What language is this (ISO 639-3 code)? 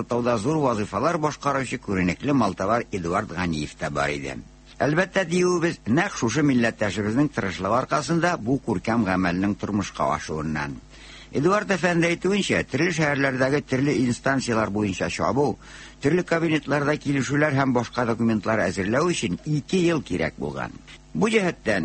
tat